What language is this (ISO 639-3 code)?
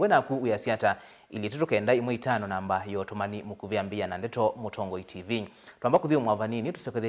kam